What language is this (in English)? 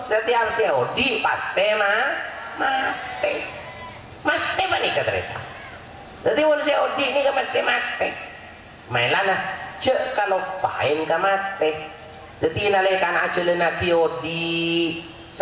Madurese